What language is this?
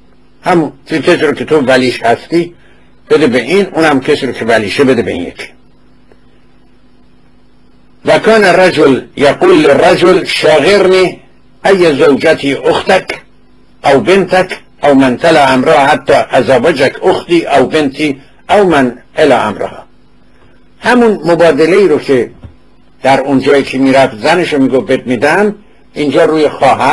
Persian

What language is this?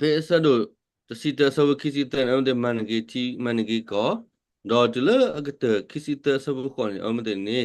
S'gaw Karen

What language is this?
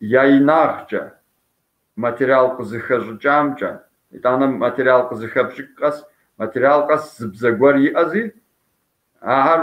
Kabardian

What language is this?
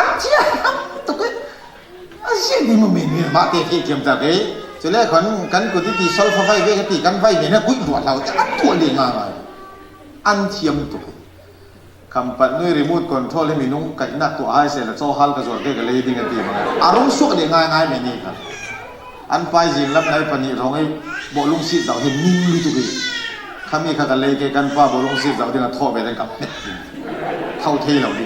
Falam Chin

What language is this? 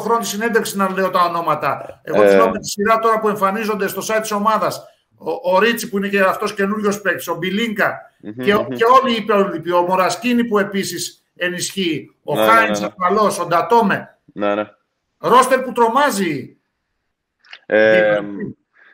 Greek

